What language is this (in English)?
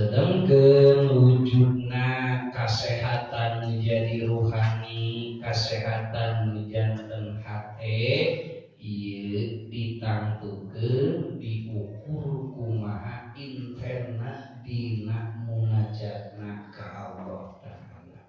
Sundanese